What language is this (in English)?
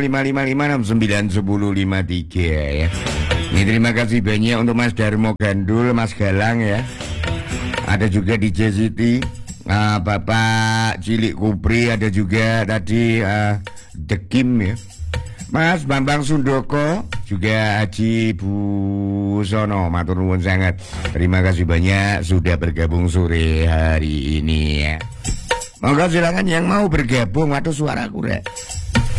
Indonesian